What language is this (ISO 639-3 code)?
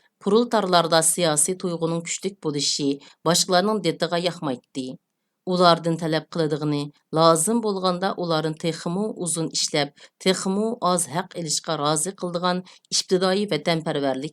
uig